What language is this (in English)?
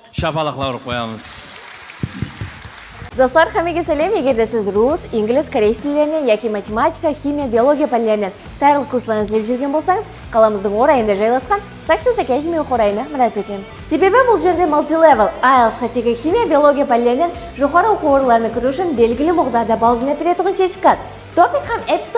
Kara-Kalpak